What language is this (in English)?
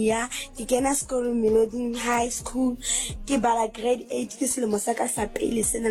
Southern Sotho